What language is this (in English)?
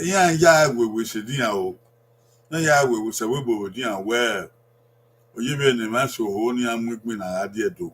Bini